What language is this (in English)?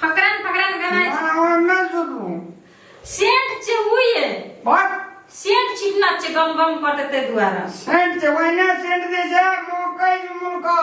Maithili